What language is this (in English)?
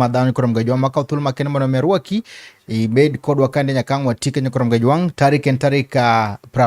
Luo (Kenya and Tanzania)